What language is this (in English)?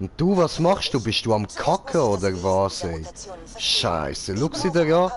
Swiss German